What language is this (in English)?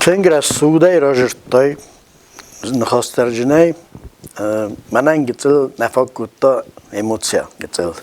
Ossetic